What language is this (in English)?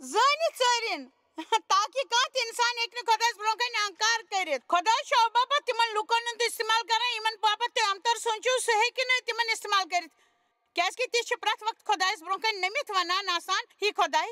Kashmiri